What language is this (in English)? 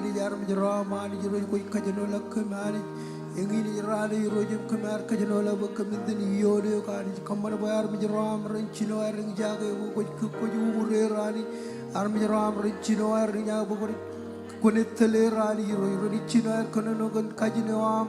Marshallese